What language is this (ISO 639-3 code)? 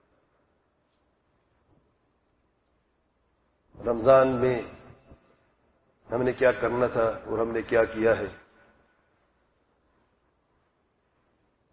urd